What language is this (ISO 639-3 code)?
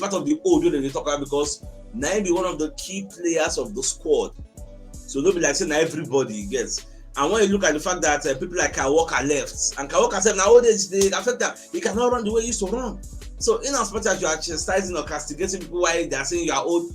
pcm